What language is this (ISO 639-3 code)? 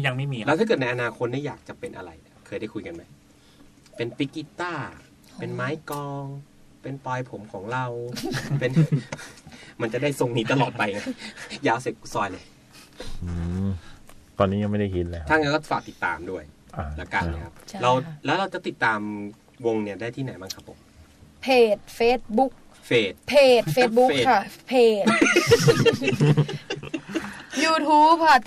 tha